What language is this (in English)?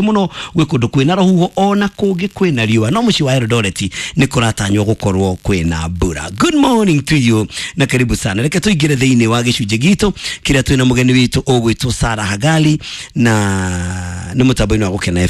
Kikuyu